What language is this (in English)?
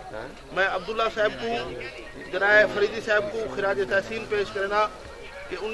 Saraiki